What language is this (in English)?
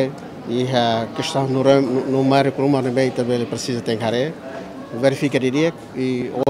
Tetum